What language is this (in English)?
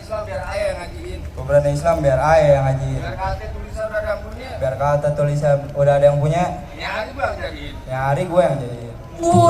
Betawi